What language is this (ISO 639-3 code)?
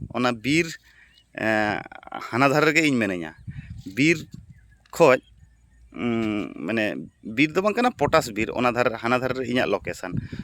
sat